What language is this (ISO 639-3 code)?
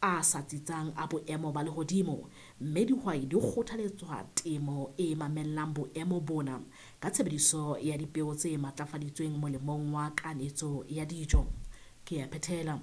sot